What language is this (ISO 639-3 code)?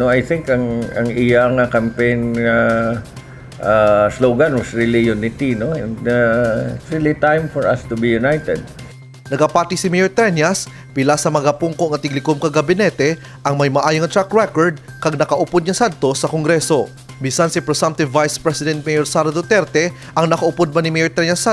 hil